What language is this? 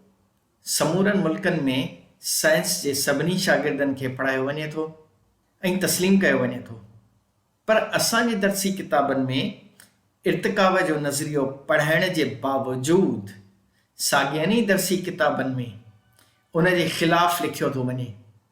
Sindhi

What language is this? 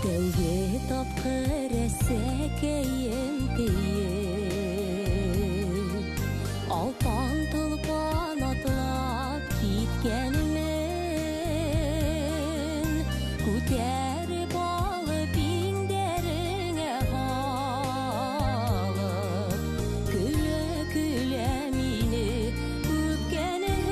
Bashkir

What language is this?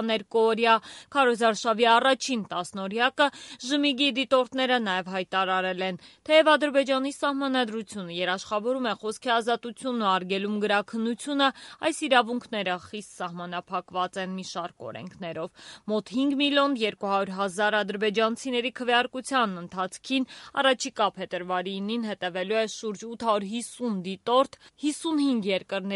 Armenian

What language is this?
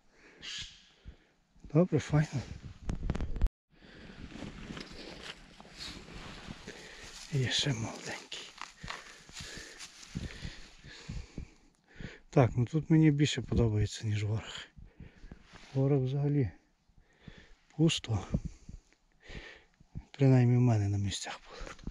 Ukrainian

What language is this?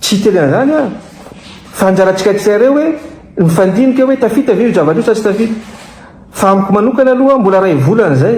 Malagasy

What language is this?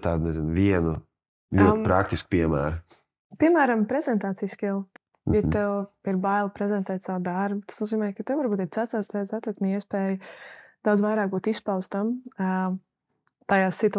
Latvian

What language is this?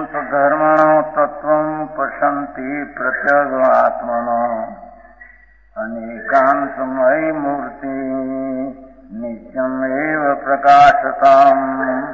Gujarati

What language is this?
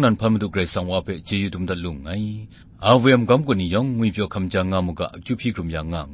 Kachin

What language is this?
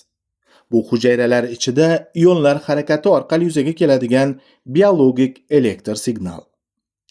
Uzbek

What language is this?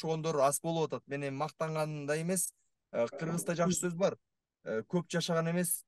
Kyrgyz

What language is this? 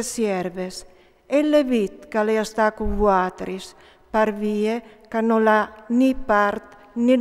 Friulian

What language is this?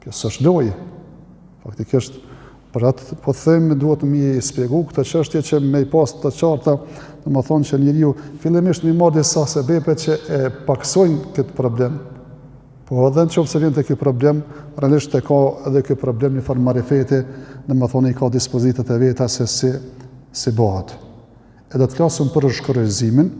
Albanian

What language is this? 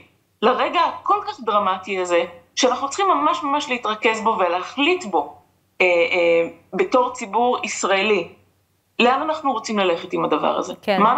Hebrew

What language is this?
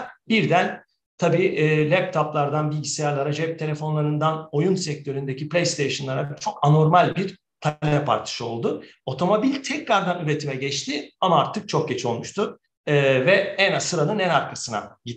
Turkish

